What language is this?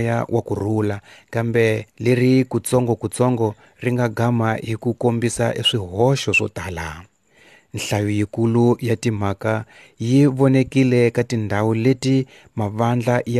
Tsonga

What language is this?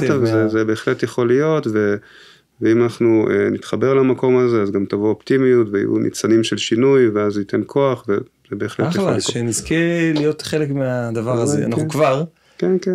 Hebrew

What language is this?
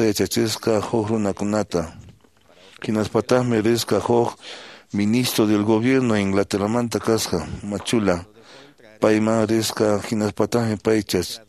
Quechua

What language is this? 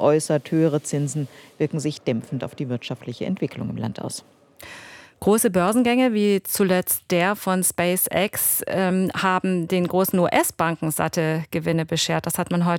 German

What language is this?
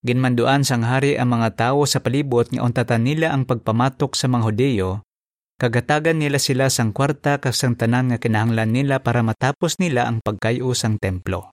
Hiligaynon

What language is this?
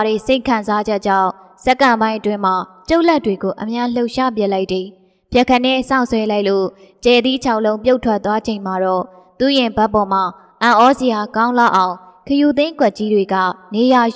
Burmese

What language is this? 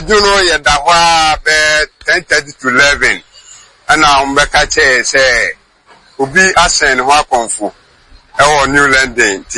Akan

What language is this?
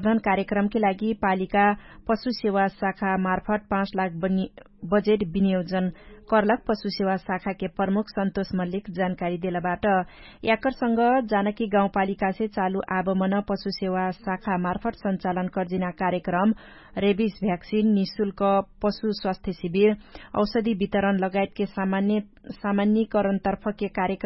Dangaura Tharu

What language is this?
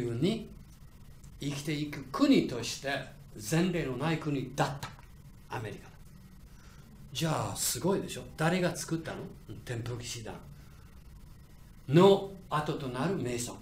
Japanese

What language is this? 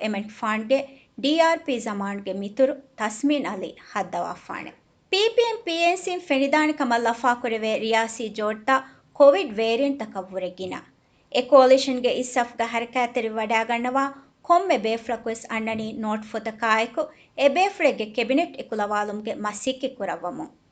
Divehi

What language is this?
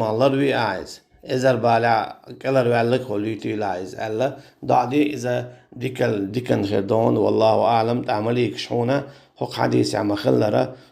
Chechen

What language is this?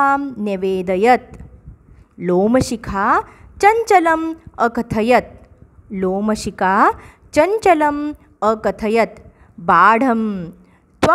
Sanskrit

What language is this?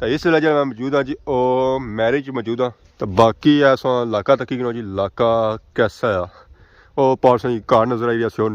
Pahari-Potwari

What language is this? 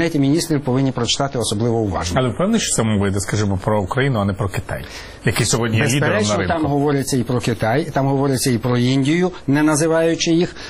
Ukrainian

